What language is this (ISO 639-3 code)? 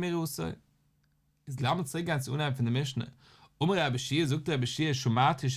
yid